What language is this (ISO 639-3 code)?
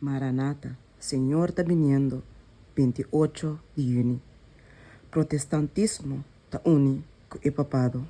pap